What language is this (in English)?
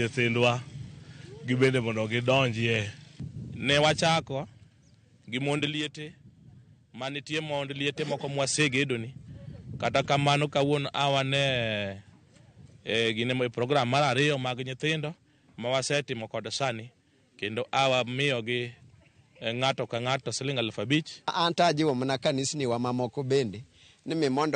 Luo (Kenya and Tanzania)